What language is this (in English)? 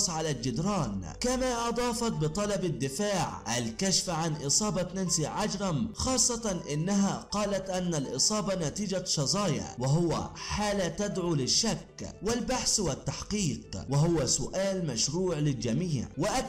Arabic